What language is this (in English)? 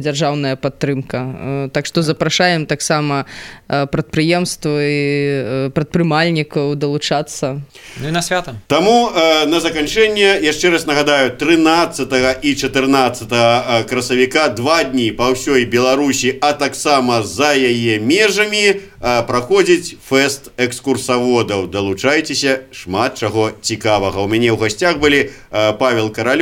Belarusian